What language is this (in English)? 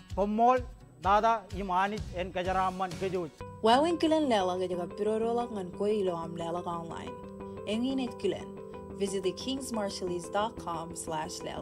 Marshallese